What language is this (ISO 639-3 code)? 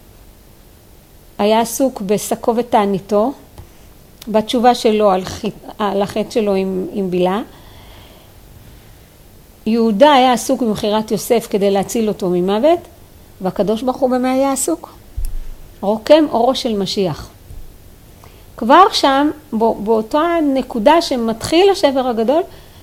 heb